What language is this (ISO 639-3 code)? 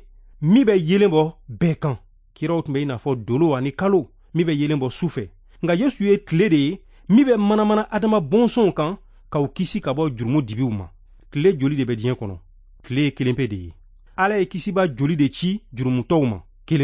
bam